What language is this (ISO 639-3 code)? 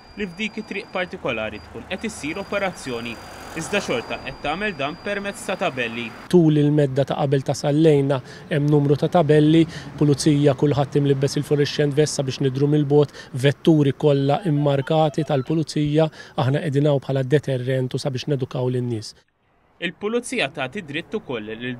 mlt